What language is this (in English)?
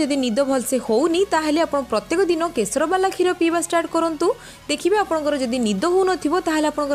Odia